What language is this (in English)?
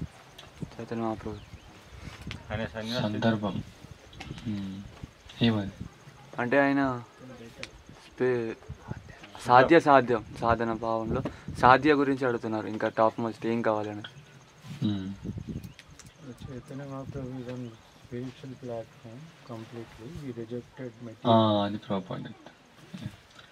Telugu